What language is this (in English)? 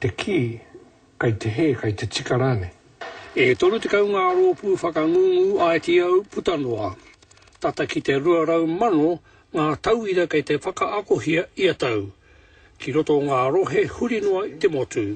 Māori